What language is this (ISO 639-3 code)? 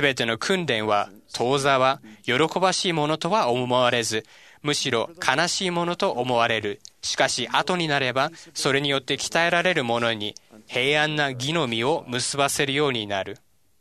jpn